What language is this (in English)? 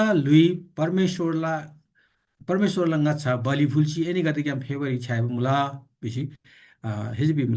Eastern Tamang